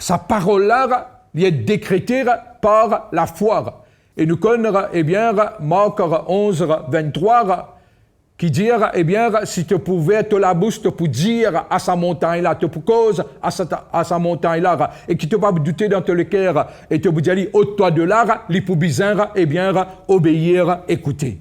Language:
Morisyen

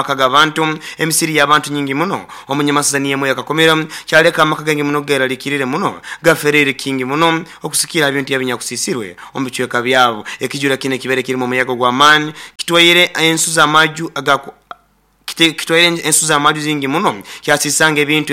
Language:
Nyoro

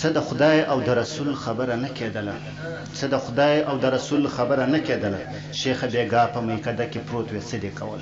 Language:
Pashto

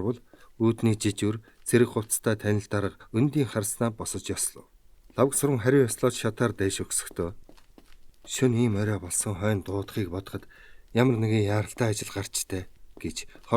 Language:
Mongolian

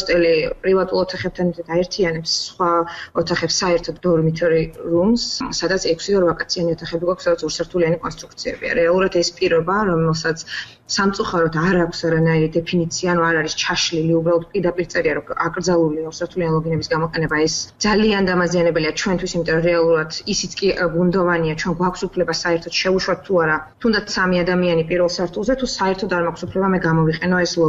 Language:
Georgian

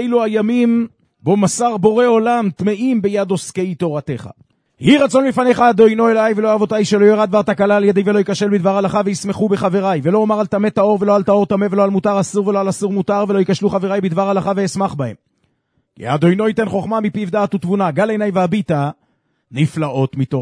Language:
Hebrew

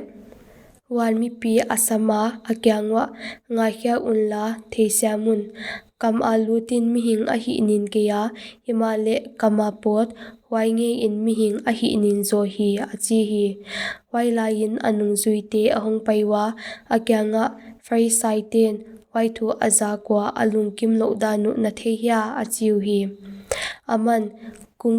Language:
Paite Chin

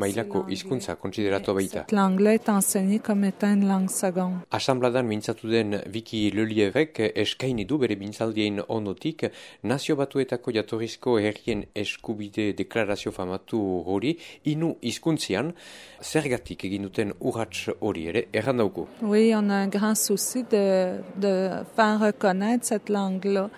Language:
Basque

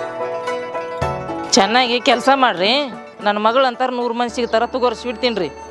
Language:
Kannada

